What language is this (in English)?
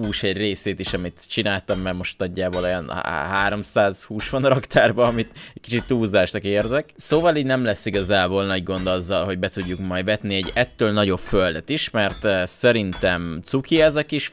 Hungarian